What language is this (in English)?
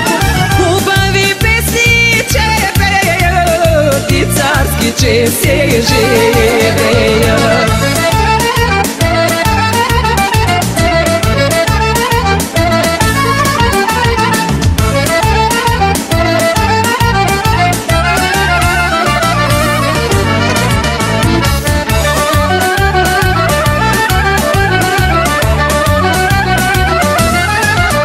Bulgarian